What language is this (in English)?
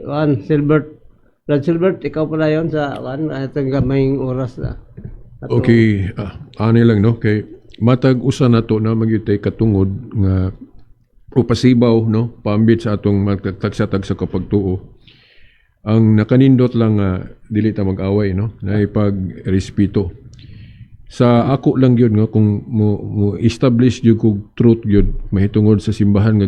Cebuano